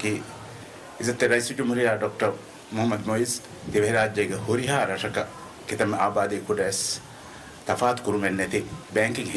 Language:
Divehi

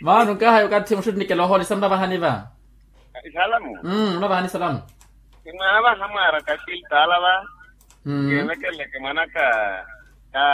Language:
Makhuwa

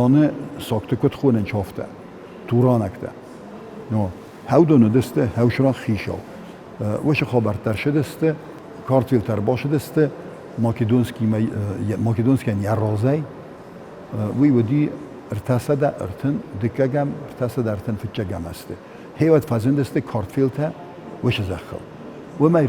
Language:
Ossetic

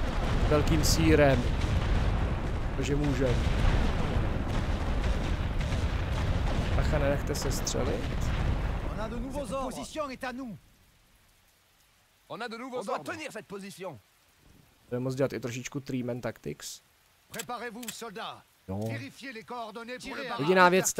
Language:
Czech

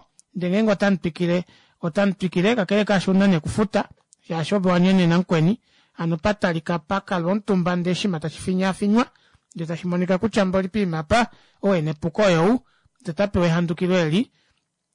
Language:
Kuanyama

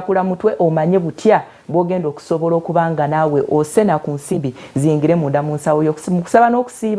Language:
Ganda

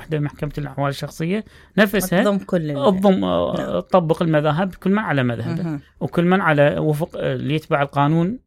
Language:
Mesopotamian Arabic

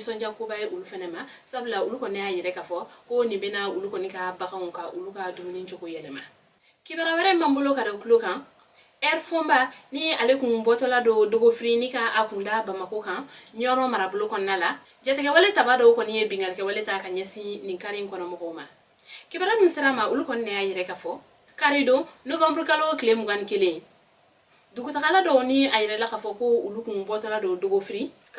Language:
Bambara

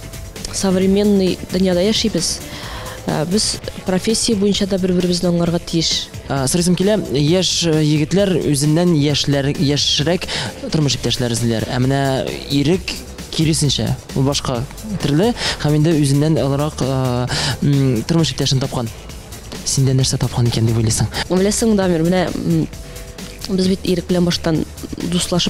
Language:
Tatar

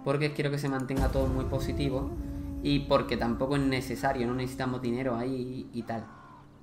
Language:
Spanish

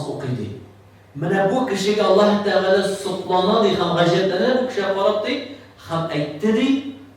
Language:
Tatar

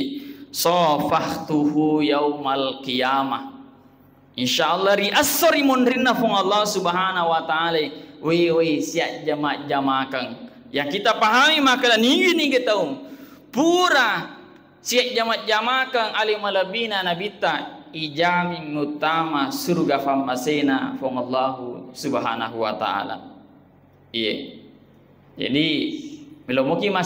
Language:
Buginese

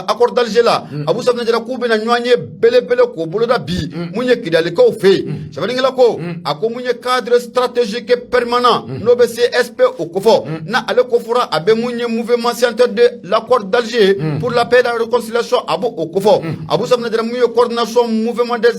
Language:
Bambara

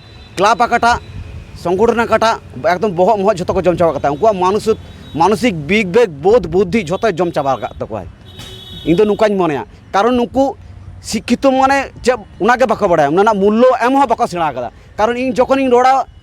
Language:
Santali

